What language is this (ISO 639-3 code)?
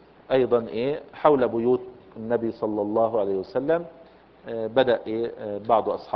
ara